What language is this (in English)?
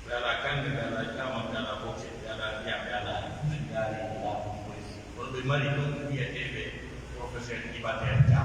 Pular